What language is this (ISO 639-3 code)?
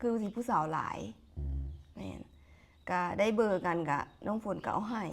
lao